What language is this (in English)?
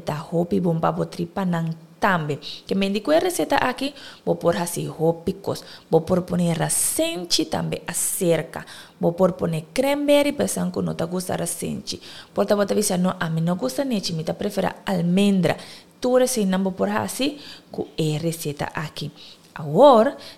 Papiamento